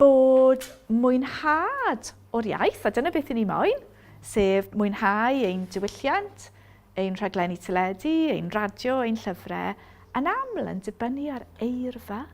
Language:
Welsh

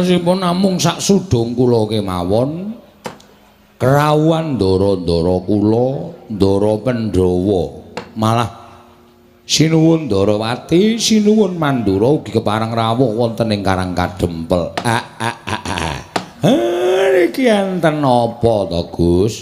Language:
Javanese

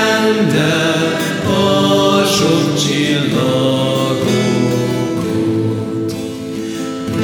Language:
Hungarian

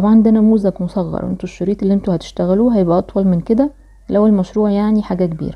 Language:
Egyptian Arabic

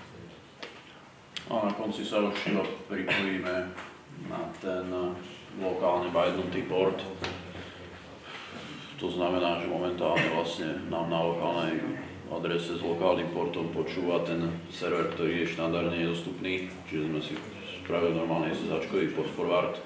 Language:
Slovak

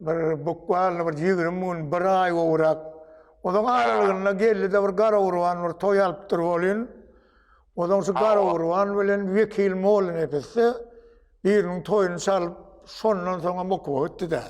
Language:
Turkmen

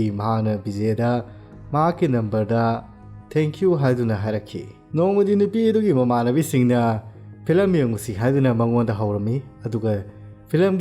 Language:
Manipuri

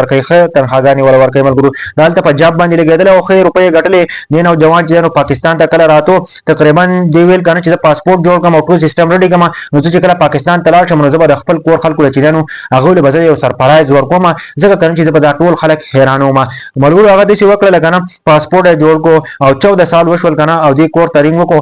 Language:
Pashto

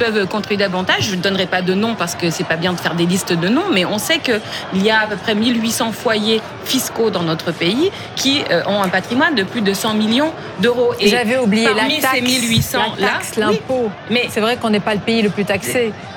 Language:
French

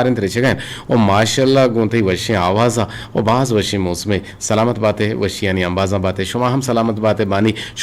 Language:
Eastern Balochi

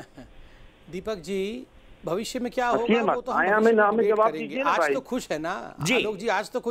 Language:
Hindi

